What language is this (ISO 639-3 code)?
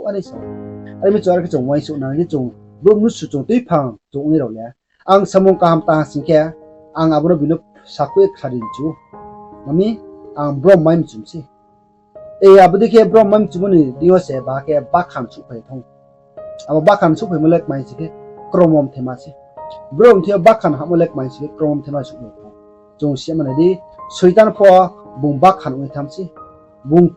ria